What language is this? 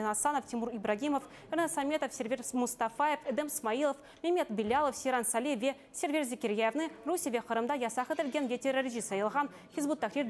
Crimean Tatar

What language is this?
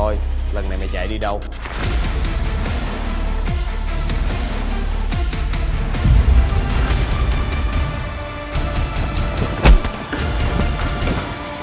Vietnamese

